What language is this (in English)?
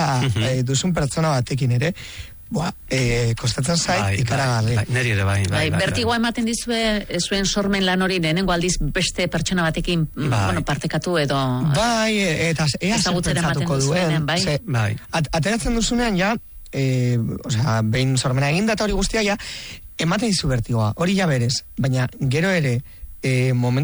Basque